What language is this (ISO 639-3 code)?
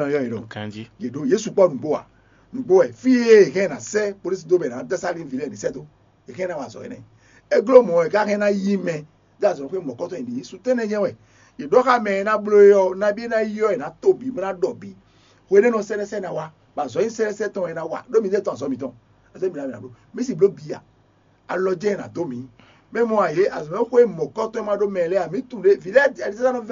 fon